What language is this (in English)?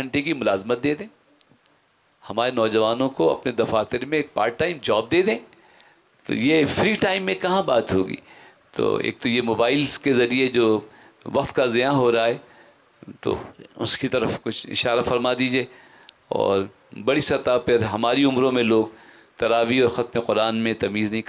Urdu